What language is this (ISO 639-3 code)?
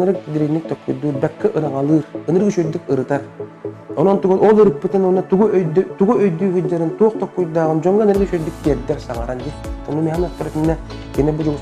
sah